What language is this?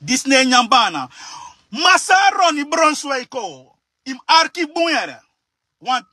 Sranan Tongo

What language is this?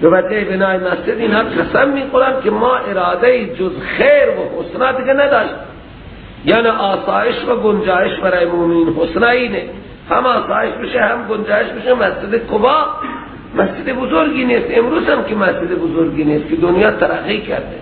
Persian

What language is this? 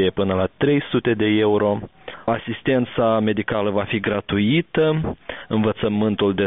Romanian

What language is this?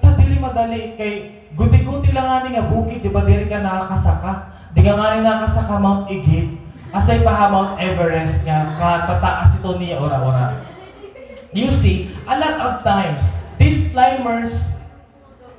Waray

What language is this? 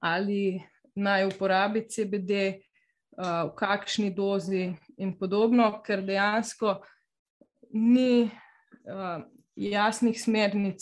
Slovenian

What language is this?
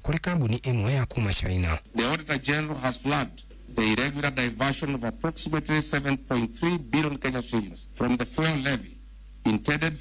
Kikuyu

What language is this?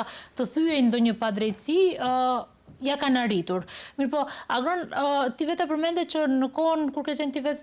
Albanian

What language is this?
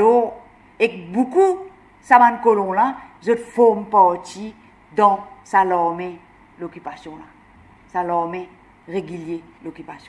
Morisyen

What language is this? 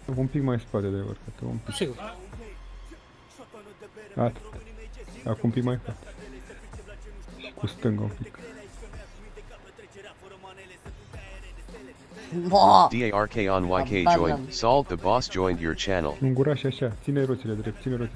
Romanian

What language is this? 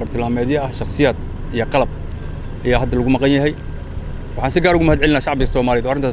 Somali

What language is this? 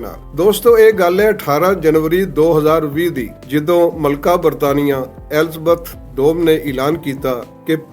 Western Panjabi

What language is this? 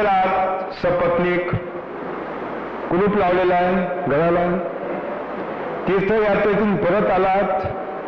Marathi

